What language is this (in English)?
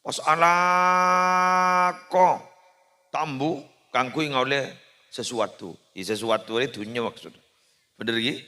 Madurese